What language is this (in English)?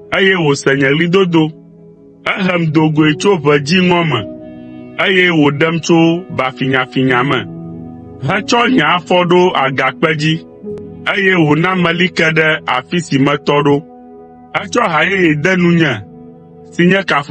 Ewe